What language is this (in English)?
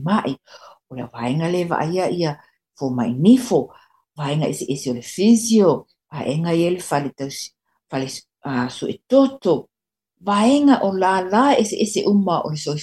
Samoan